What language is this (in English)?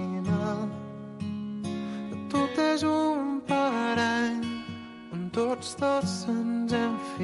Catalan